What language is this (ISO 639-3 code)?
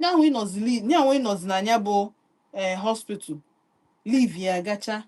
ibo